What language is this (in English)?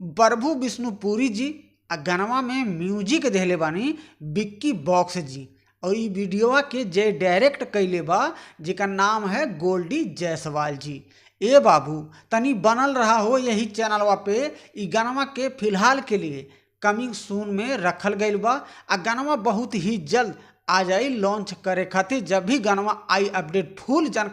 Bhojpuri